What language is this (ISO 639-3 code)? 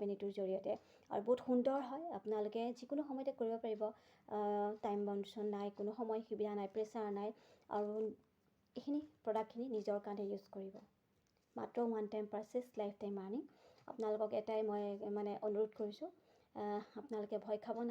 asm